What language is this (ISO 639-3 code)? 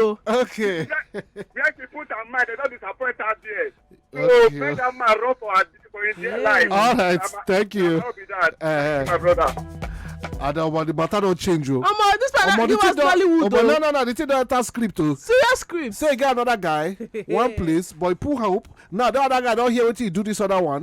pcm